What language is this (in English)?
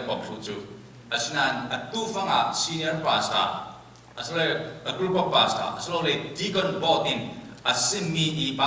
Falam Chin